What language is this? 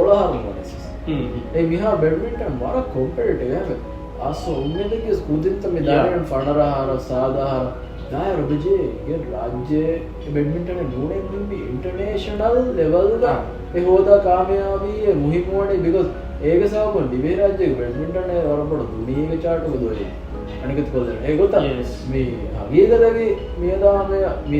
Divehi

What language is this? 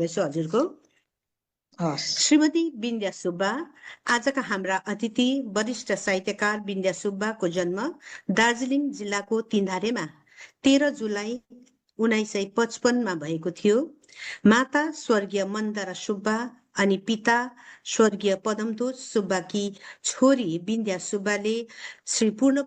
Nepali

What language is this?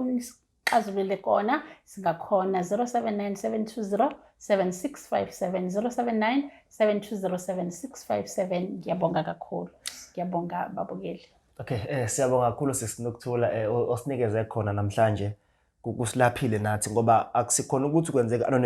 Zulu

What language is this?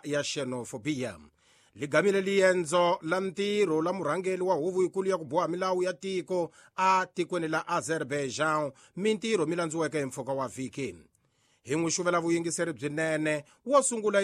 Tsonga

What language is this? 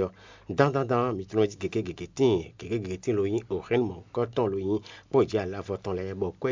Fon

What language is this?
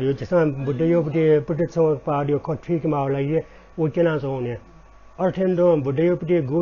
Newari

